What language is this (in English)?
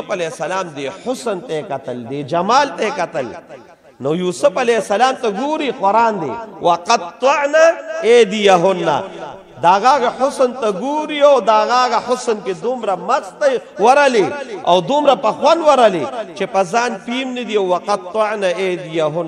Pashto